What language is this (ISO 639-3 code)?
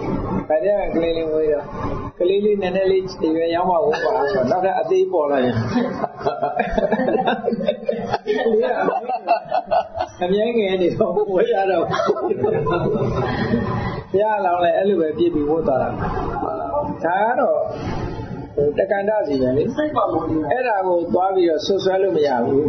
mya